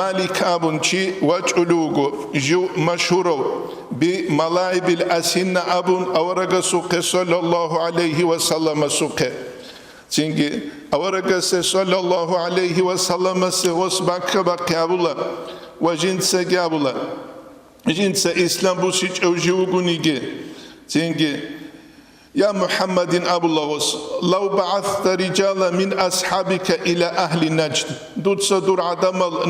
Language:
Avaric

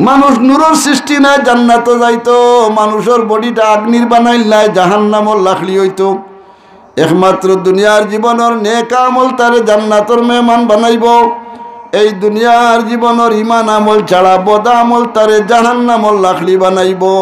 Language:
Sylheti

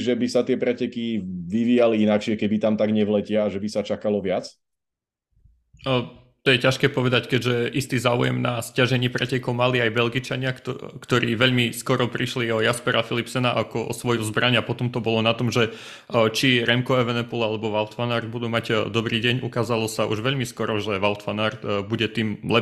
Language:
Slovak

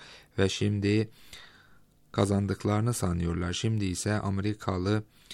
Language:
Turkish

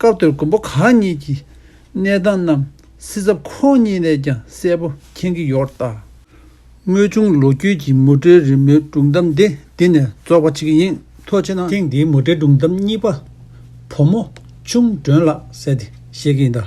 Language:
Tibetan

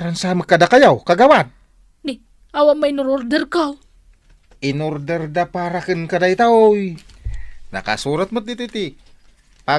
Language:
Iloko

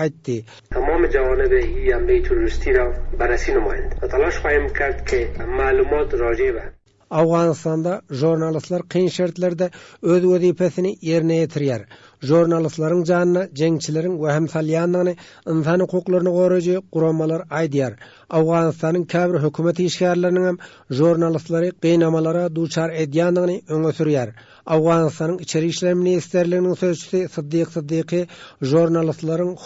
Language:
Turkmen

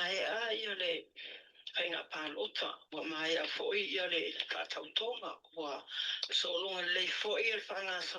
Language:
Samoan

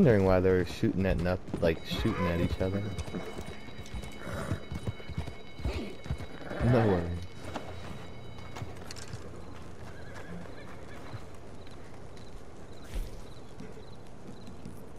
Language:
English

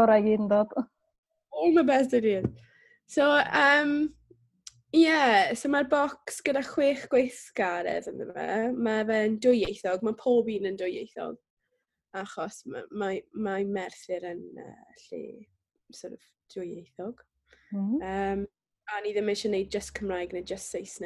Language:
Welsh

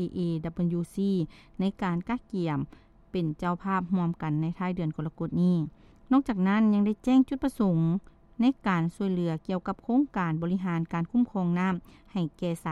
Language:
Lao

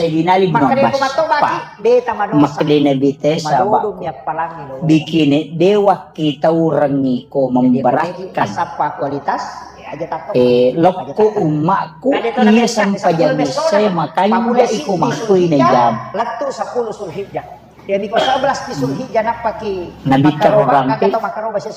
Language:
Buginese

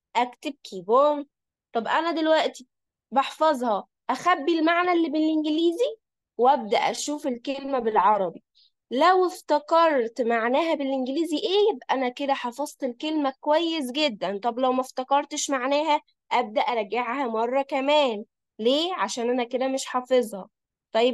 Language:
Egyptian Arabic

